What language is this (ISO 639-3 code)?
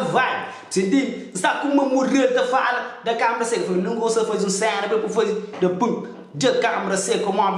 kea